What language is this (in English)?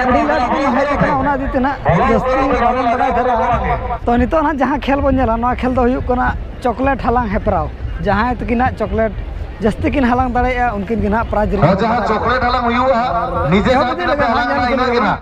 Santali